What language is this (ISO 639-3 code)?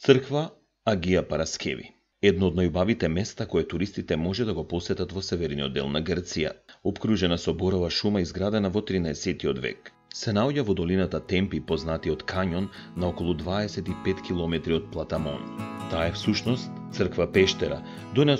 mkd